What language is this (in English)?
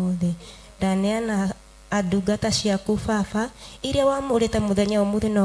Kikuyu